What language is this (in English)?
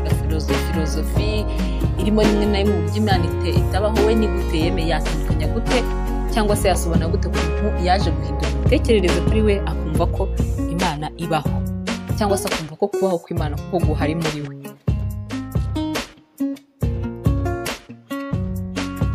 Kinyarwanda